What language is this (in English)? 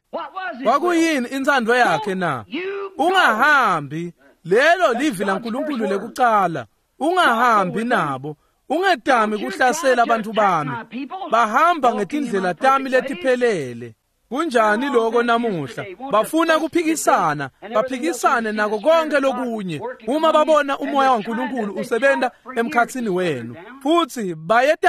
Swati